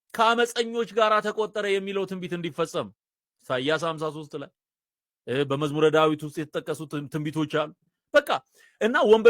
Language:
Amharic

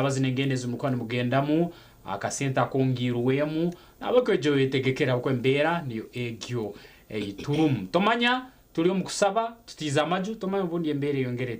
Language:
Nyankole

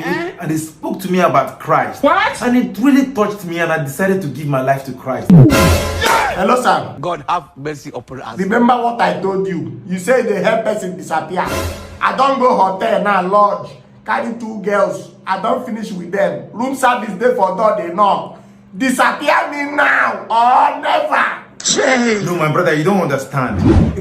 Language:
Nigerian Pidgin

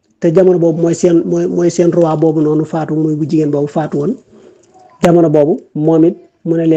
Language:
Wolof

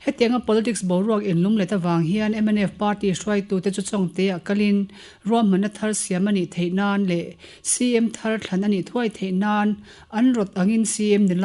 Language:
Mizo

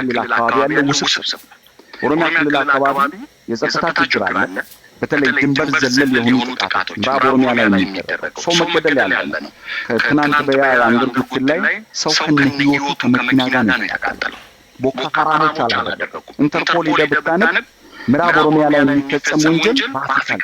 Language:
Amharic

